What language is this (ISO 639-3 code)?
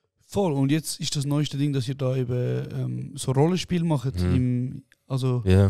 gsw